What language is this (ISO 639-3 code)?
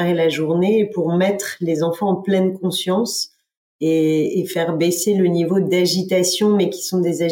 fra